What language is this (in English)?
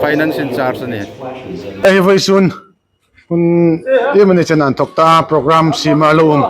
Hmar